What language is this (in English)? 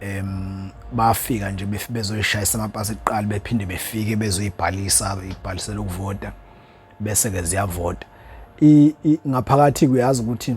Zulu